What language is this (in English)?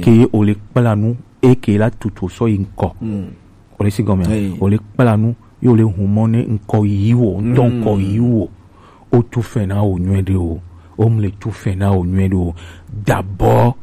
Gen